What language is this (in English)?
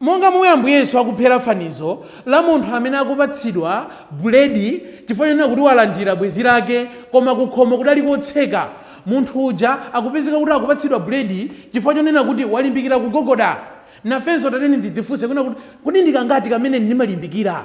Nyanja